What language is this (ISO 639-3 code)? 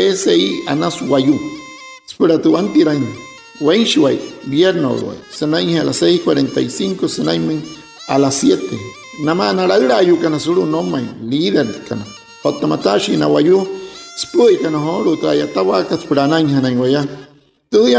guc